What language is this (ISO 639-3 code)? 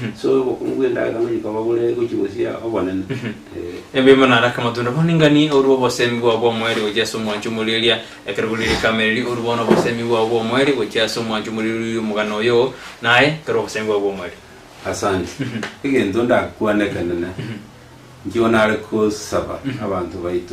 guz